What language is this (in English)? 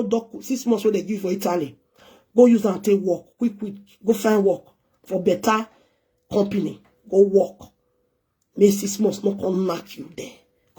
Nigerian Pidgin